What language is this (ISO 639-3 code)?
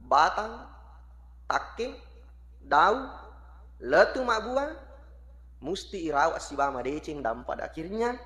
bug